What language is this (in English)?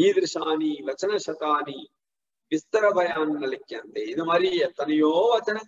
Tamil